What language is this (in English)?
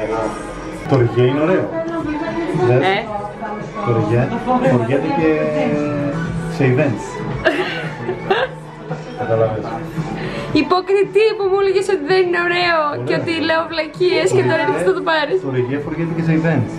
Greek